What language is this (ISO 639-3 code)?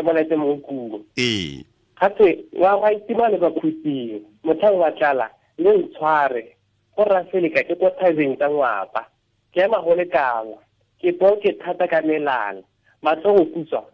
tsn